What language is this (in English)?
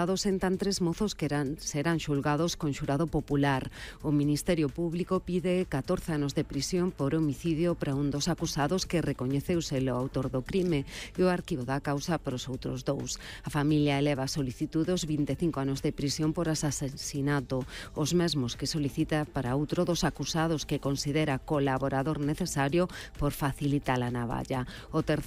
Galician